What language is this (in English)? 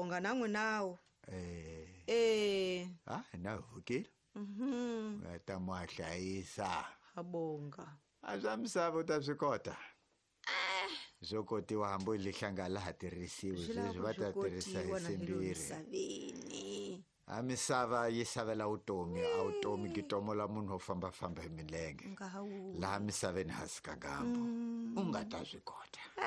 Tsonga